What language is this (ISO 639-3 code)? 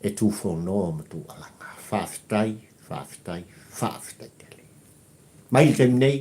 smo